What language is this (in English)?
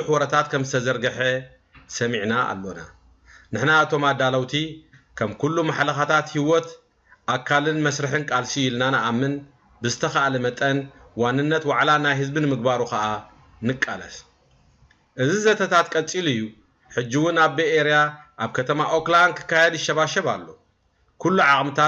Tigrinya